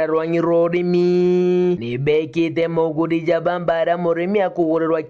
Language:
Meru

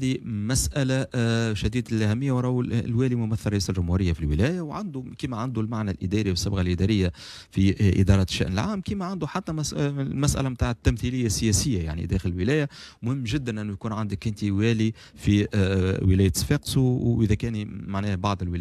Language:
Tunisian Arabic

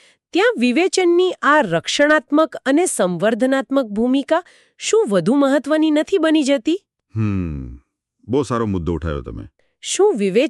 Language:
Gujarati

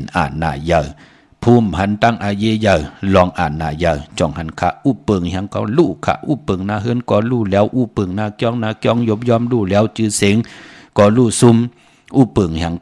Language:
Shan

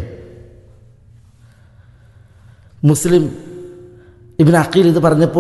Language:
Malayalam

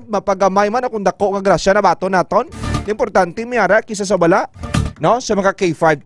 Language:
Hiligaynon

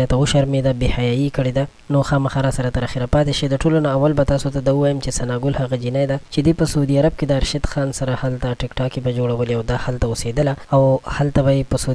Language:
Pashto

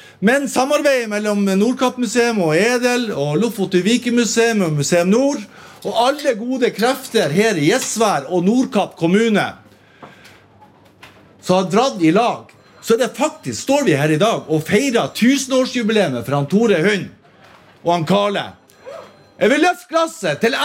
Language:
Norwegian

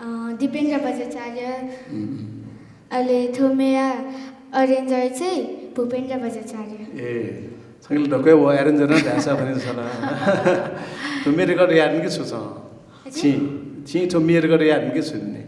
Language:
Newari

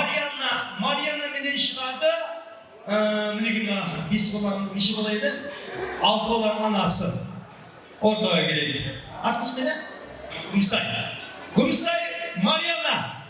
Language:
Kara-Kalpak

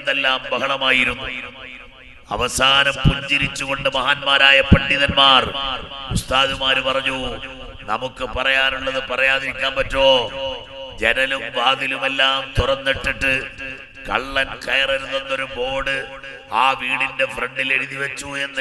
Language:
Malayalam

